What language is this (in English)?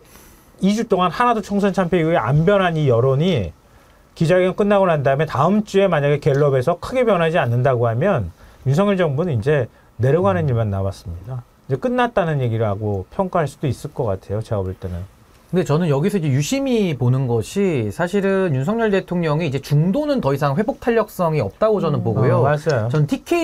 Korean